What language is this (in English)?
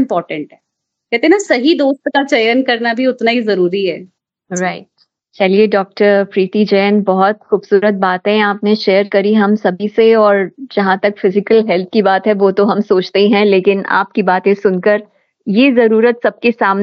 Hindi